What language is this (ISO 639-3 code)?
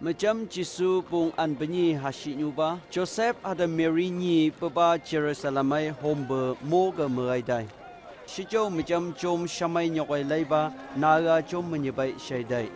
nph